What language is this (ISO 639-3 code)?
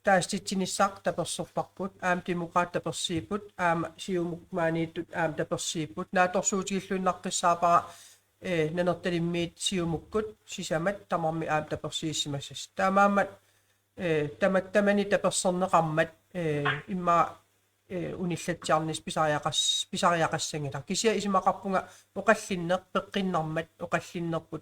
kal